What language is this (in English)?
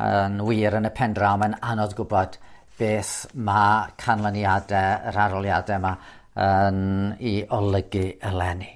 Welsh